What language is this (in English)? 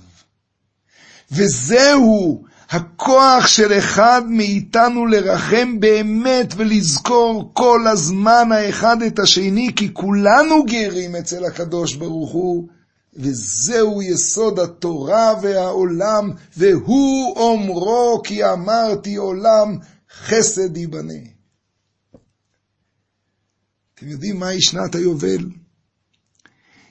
Hebrew